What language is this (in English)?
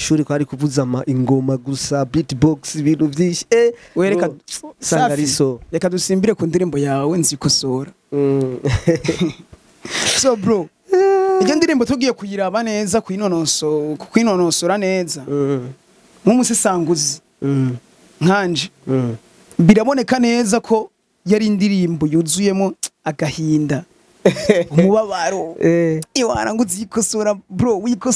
Rundi